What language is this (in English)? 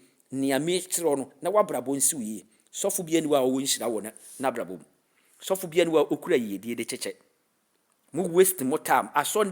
Akan